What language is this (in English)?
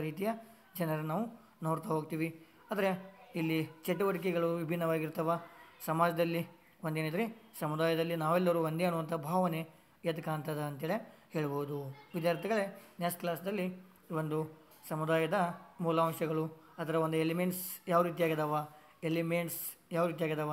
Kannada